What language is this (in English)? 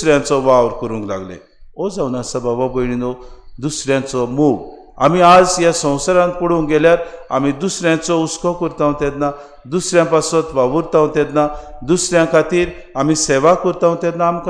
Konkani